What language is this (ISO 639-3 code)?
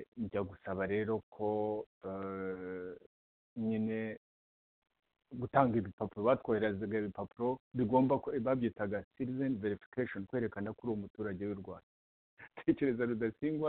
kin